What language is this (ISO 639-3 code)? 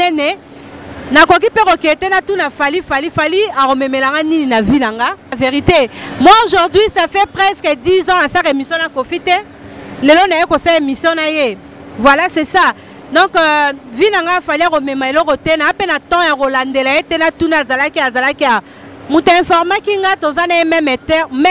lin